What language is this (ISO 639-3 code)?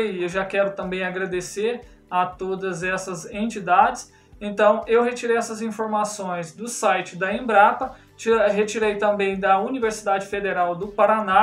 por